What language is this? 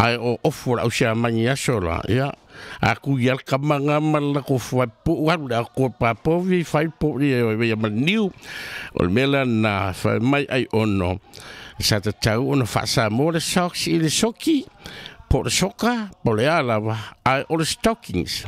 Samoan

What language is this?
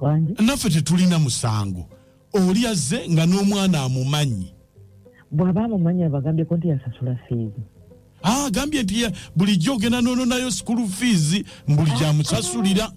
Ganda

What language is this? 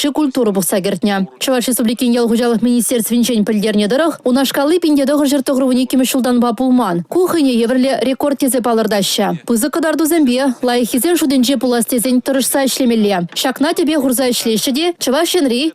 Chuvash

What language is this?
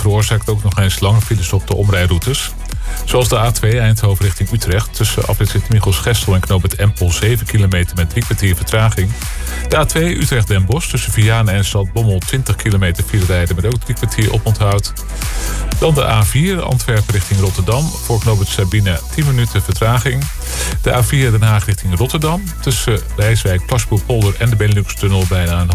Dutch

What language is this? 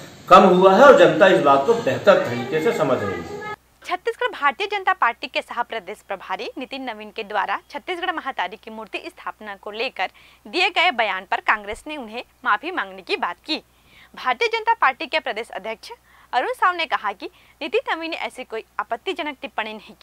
Hindi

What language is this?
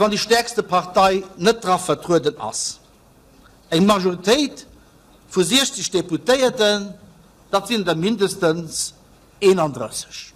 Luxembourgish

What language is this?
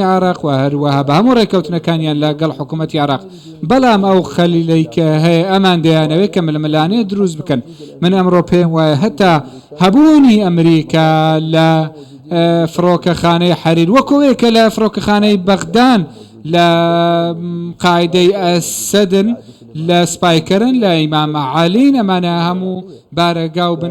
Central Kurdish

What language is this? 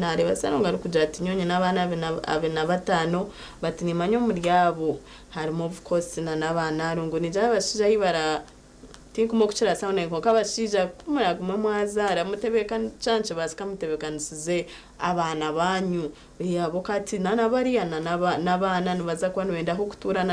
Nyankole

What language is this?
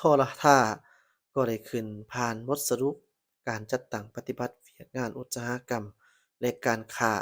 Lao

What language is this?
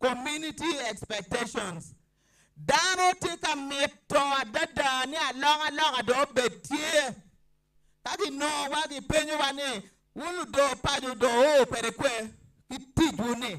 Acoli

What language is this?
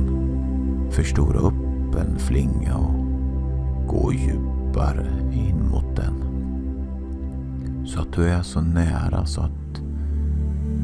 Swedish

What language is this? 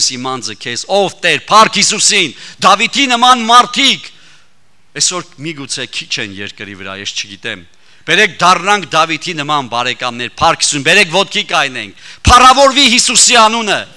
Armenian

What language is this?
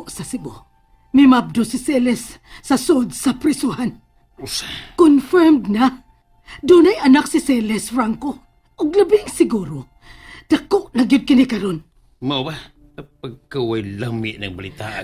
Cebuano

